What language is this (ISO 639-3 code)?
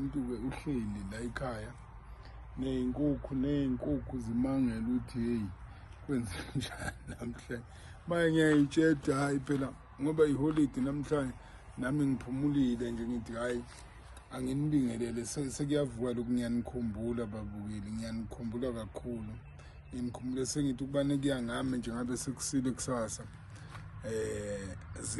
zul